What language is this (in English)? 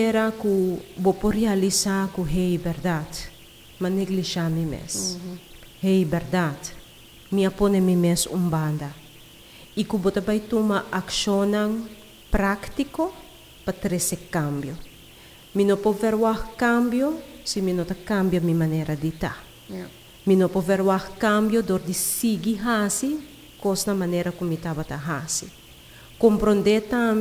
Papiamento